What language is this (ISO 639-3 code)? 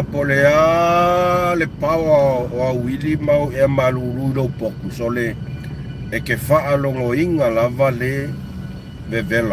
smo